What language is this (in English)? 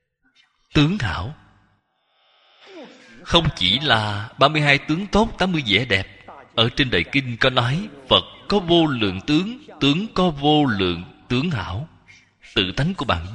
Vietnamese